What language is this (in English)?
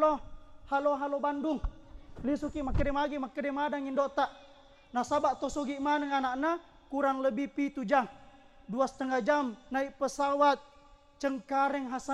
Buginese